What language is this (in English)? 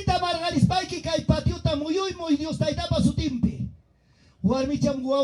Ayacucho Quechua